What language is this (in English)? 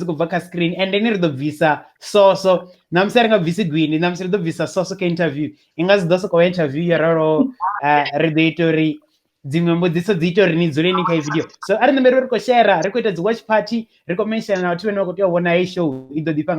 Venda